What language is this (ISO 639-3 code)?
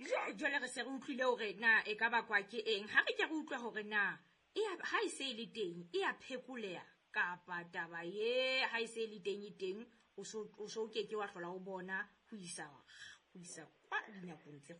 sot